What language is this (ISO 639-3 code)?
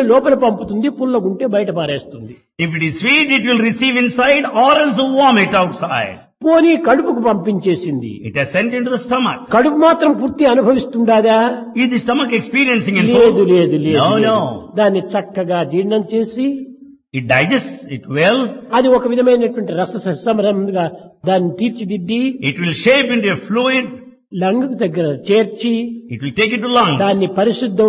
tel